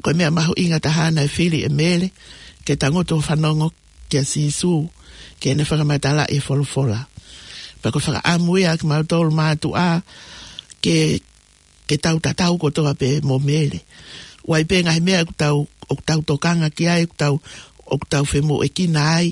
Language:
Tongan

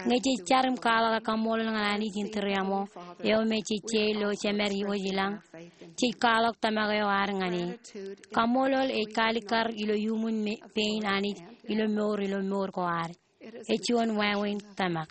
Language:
Marshallese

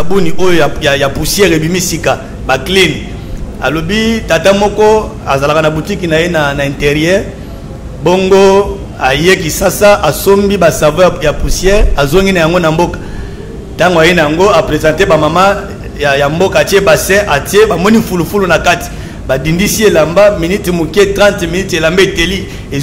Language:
Lingala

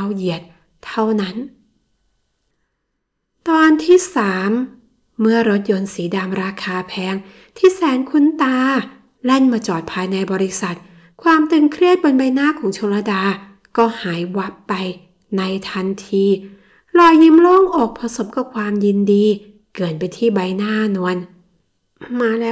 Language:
Thai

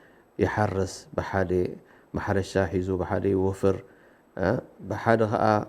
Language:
Tigrinya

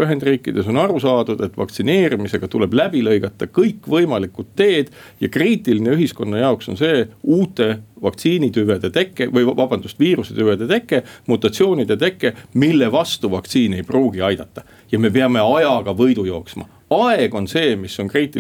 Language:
Estonian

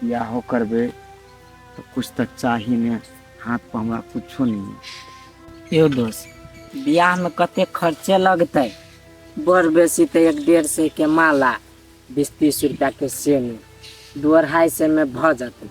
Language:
Maithili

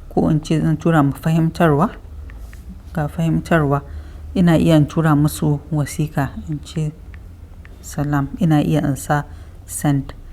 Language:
Hausa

